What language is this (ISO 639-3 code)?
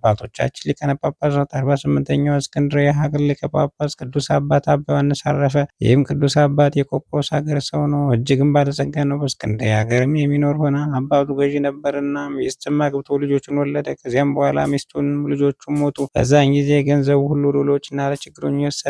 amh